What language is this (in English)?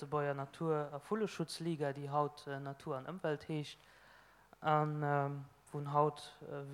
Luxembourgish